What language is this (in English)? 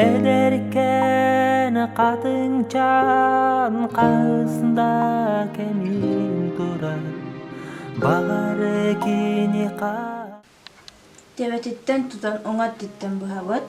Yakut